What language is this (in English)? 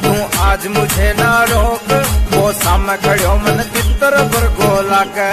Rajasthani